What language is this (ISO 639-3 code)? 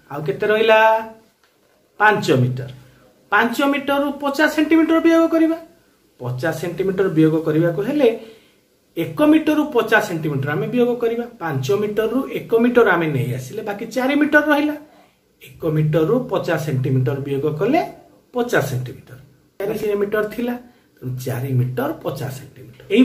ori